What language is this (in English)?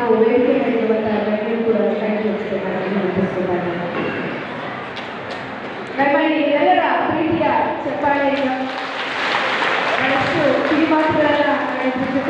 Kannada